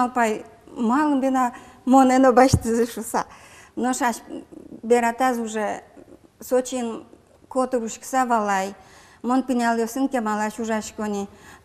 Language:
Udmurt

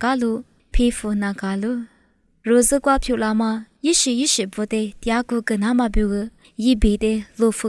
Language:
Lisu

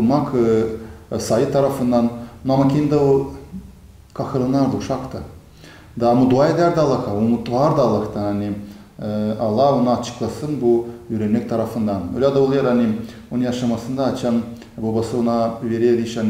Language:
Gagauz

